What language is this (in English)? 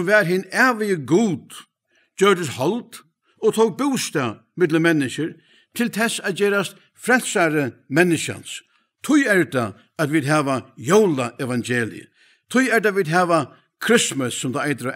Faroese